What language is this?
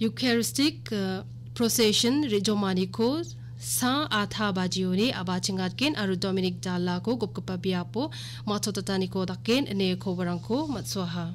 Garo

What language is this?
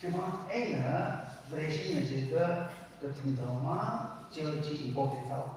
Tangkhul Naga (India)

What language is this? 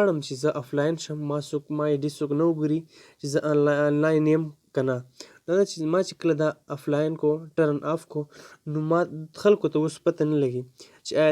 Pashto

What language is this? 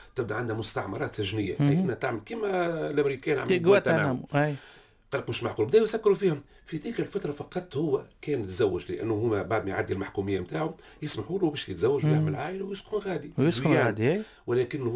Tunisian Arabic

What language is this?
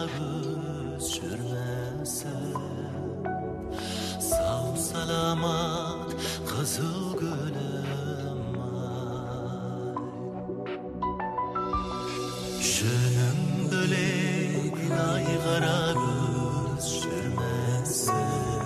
Kazakh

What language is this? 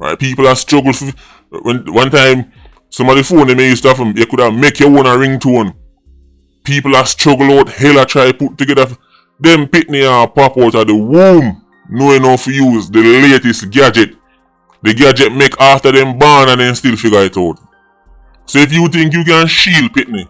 Jamaican Creole English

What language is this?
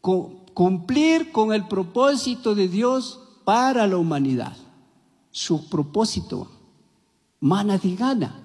Chimborazo Highland Quichua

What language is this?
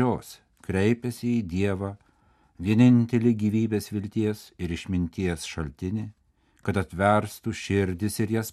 Lithuanian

